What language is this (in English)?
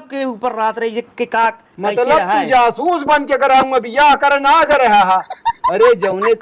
Awadhi